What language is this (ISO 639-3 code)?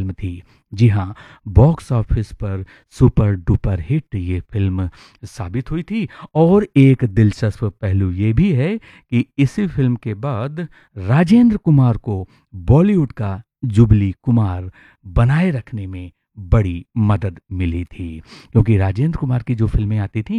hin